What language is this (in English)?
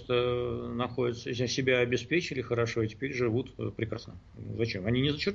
Russian